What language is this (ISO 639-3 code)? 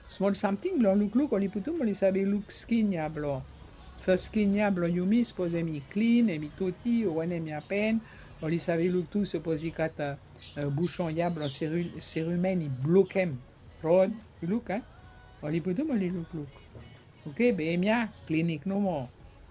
bis